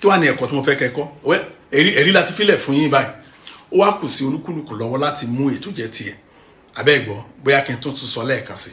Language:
Yoruba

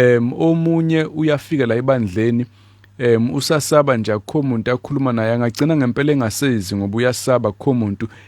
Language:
Zulu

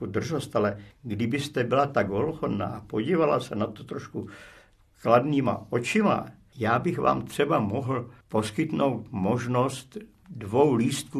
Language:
Czech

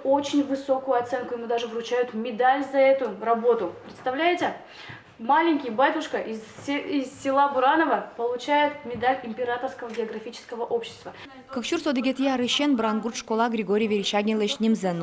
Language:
Udmurt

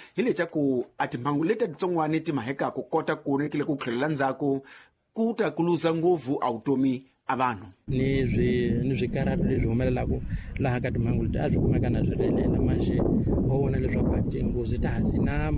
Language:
Tsonga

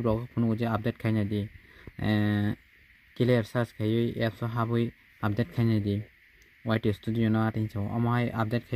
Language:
Kok Borok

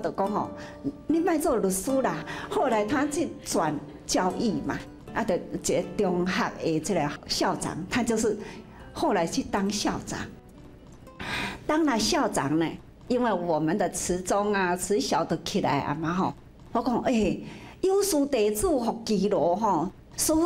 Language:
Chinese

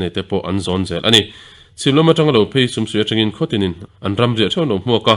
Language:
Mizo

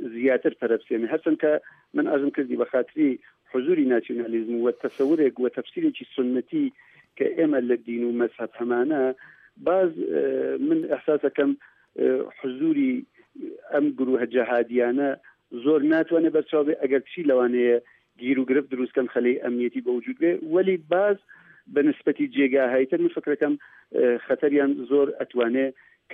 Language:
Central Kurdish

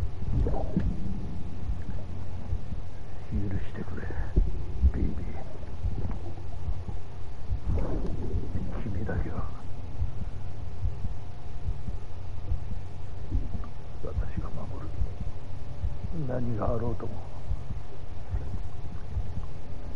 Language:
Japanese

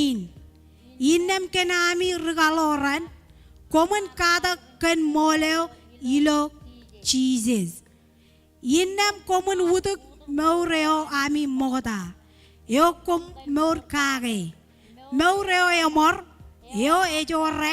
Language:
Marshallese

